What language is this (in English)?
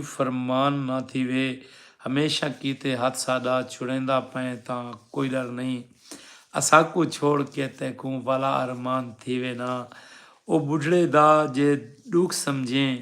Saraiki